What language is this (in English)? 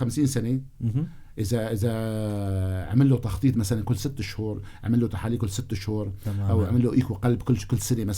North Levantine Arabic